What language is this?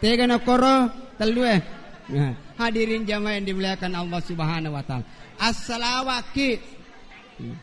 Buginese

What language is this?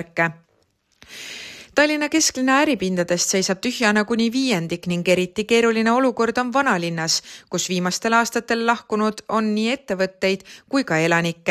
Estonian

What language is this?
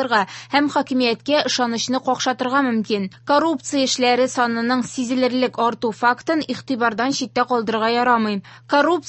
Tatar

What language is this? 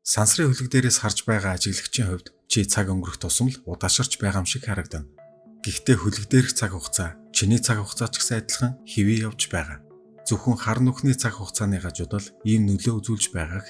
Mongolian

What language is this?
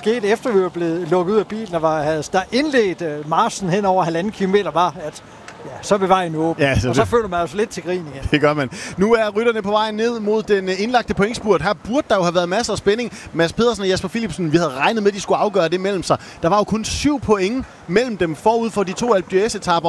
Danish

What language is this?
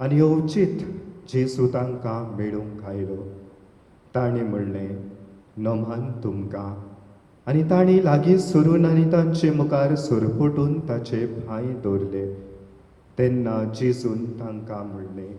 Konkani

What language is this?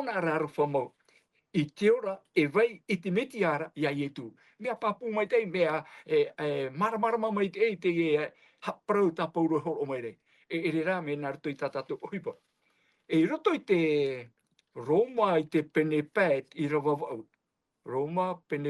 Tahitian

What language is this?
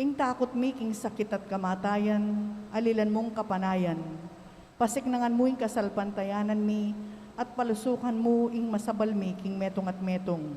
Pampanga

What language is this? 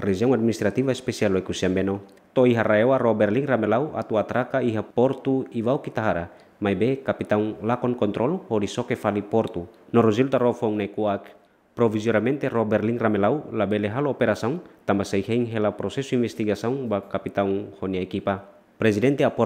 Tetum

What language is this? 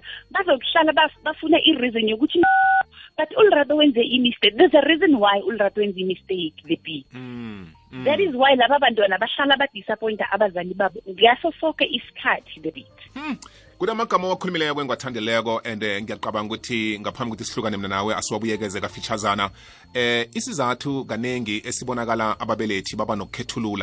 South Ndebele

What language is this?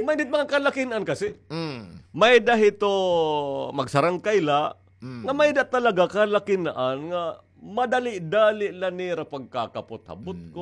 Waray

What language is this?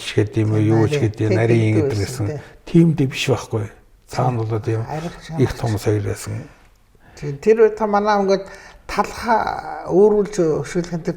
Mongolian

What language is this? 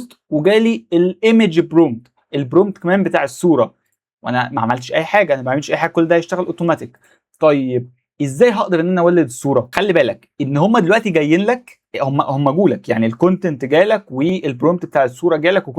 Egyptian Arabic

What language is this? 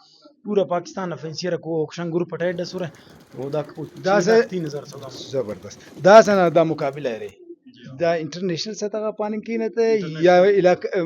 Brahui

